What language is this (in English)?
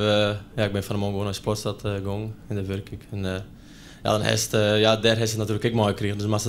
Western Frisian